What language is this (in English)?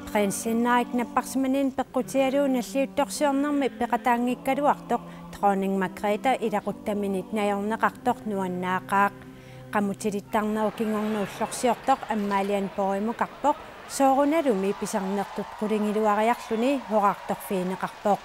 Kalaallisut